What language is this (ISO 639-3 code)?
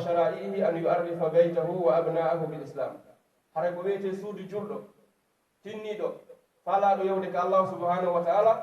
fuf